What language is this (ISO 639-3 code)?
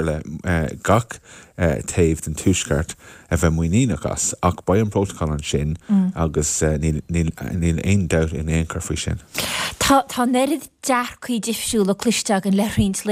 gle